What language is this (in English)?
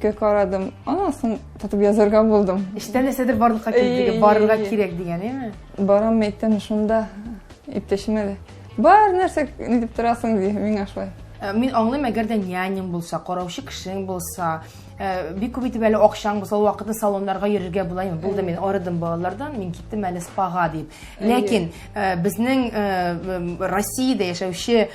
Tatar